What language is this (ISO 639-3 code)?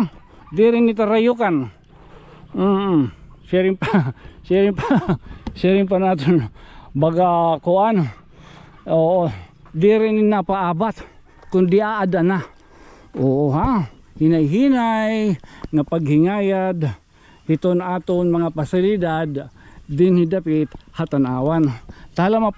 war